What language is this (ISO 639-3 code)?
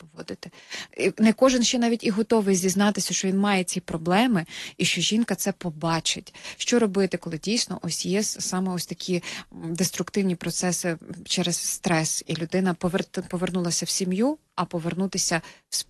ukr